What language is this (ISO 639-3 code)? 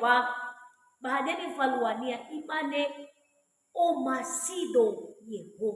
nia